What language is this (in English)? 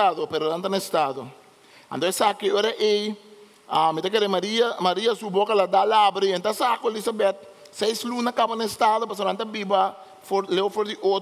Papiamento